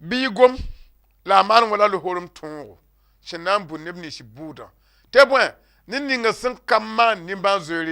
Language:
Mossi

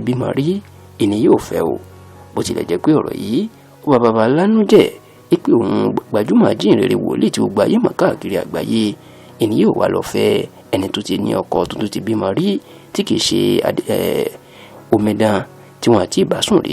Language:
Yoruba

